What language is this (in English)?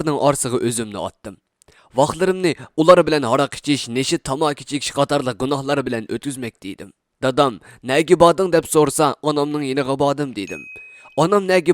Uyghur